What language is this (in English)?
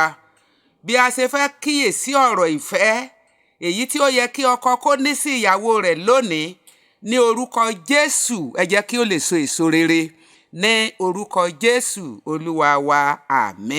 Yoruba